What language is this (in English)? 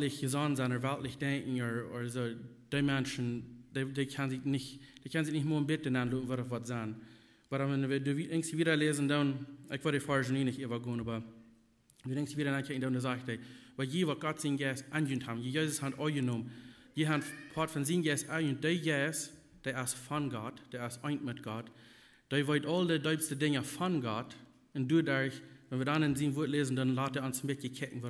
Plautdietsch